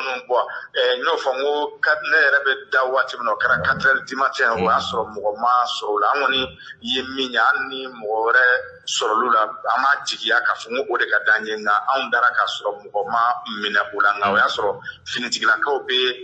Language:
Bambara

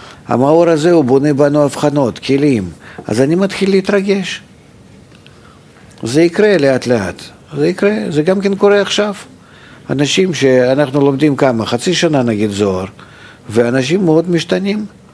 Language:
Hebrew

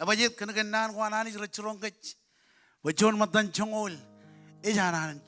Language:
Marshallese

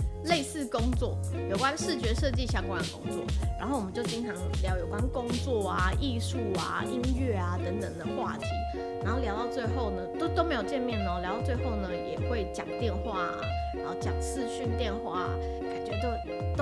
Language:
Chinese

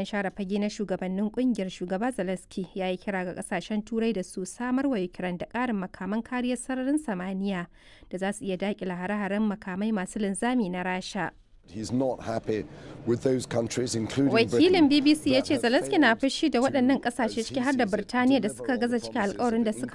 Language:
Hausa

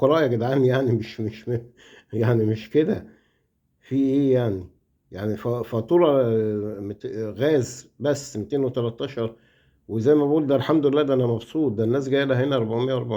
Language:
Egyptian Arabic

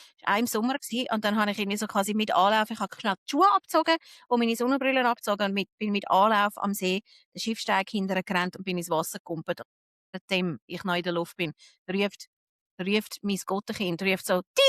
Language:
Swiss German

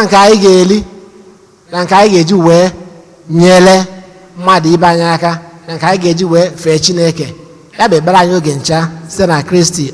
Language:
Igbo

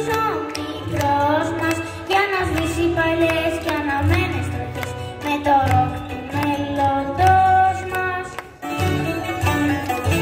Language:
Greek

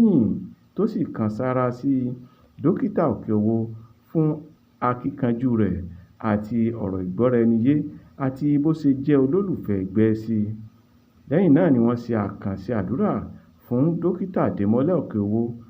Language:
Yoruba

